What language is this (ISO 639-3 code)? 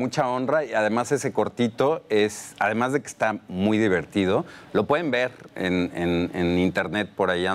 spa